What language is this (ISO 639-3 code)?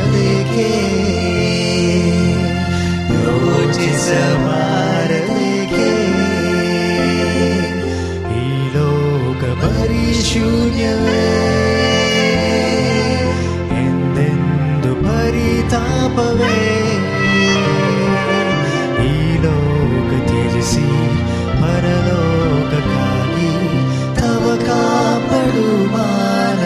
kan